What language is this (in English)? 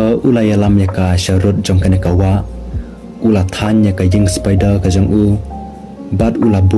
Khasi